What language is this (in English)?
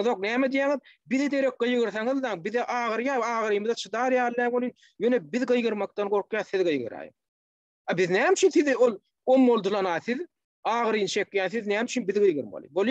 Turkmen